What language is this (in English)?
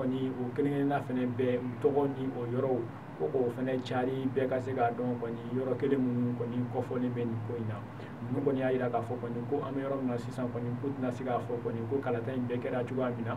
Bambara